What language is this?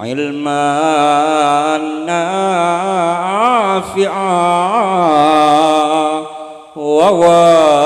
Madurese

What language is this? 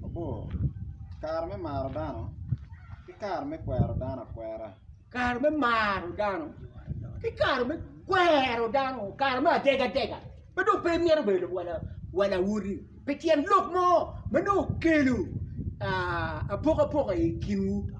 Acoli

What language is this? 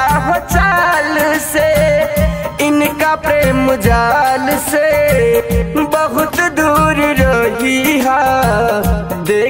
Bhojpuri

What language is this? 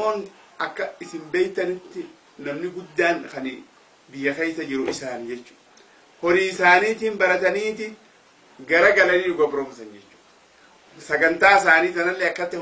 Oromo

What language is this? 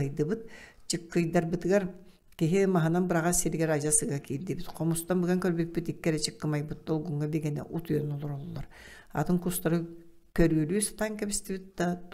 Yakut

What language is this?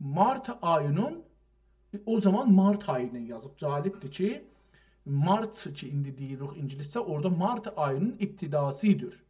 South Azerbaijani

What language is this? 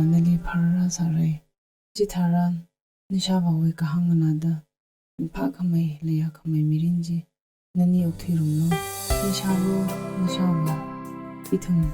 Tangkhul Naga (India)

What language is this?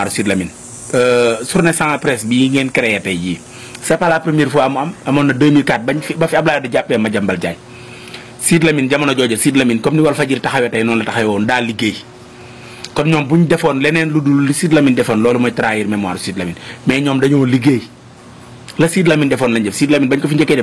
Wolof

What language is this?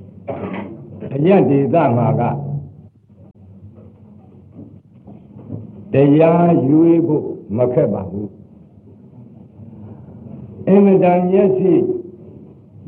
Burmese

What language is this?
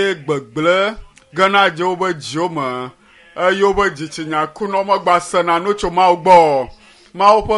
Ewe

